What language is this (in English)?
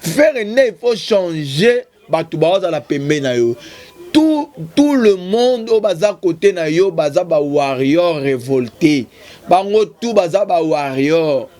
Lingala